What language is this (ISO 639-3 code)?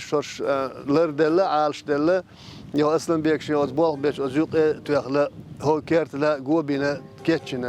che